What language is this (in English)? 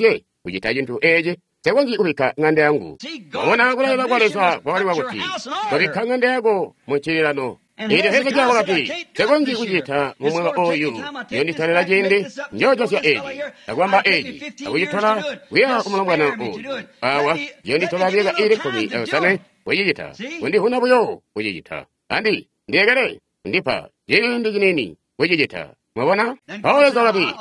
Tonga (Zambia)